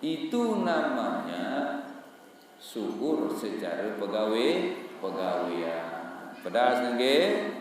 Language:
Sasak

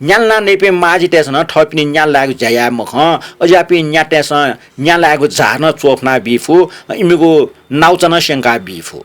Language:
Newari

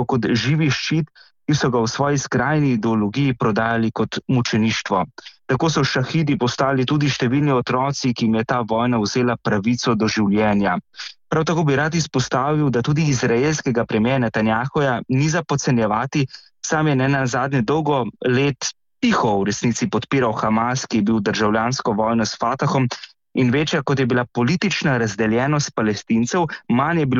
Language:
Slovenian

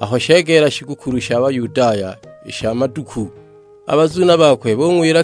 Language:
Sukuma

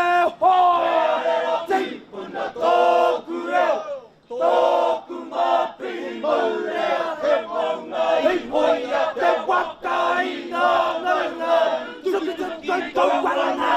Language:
Māori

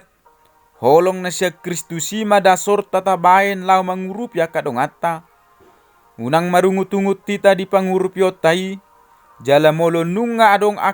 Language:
Batak Toba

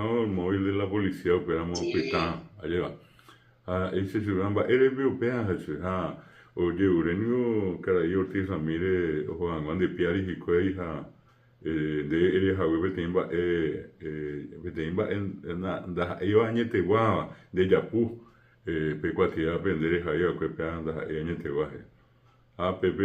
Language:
Guarani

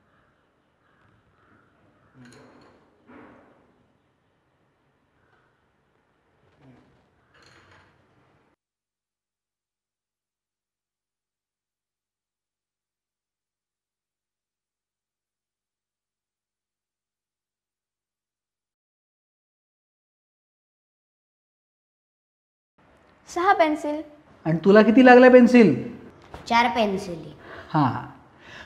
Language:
Marathi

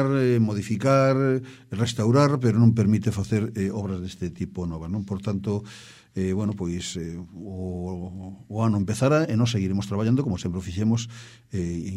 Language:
Galician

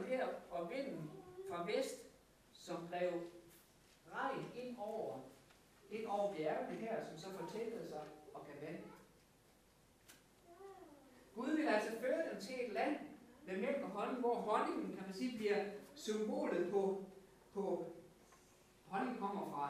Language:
Danish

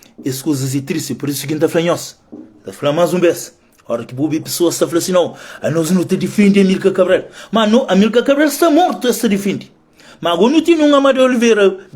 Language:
Kabuverdianu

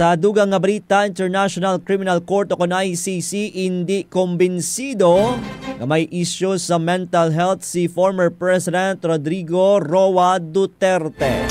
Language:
Hiligaynon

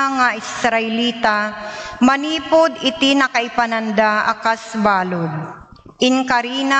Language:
Iloko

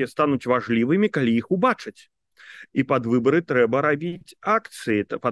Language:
Belarusian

